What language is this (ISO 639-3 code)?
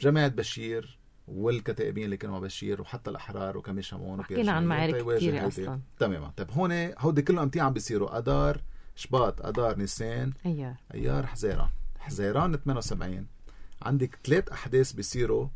apc